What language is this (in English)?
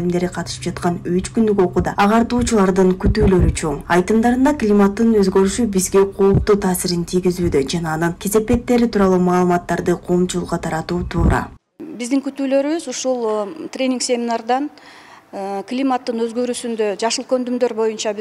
Kyrgyz